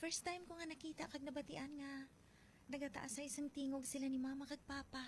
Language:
Hiligaynon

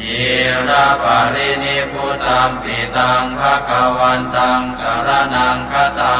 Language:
Pali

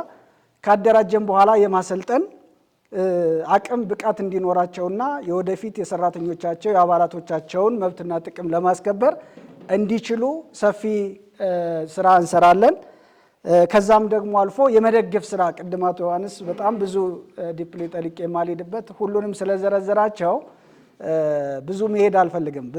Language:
Amharic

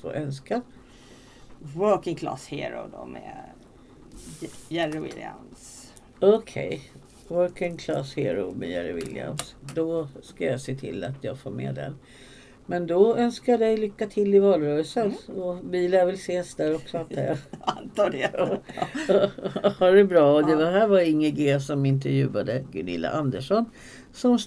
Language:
Swedish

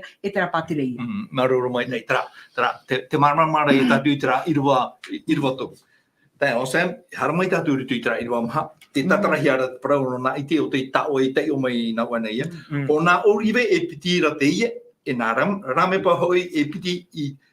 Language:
Tahitian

